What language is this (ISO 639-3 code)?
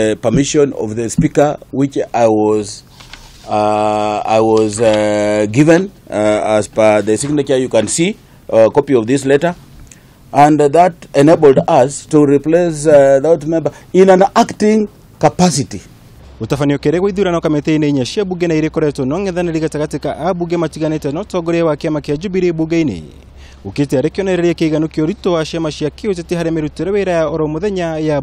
kik